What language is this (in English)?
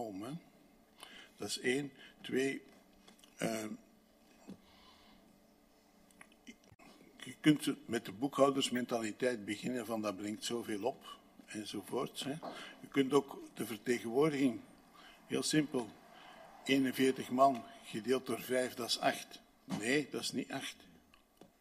Dutch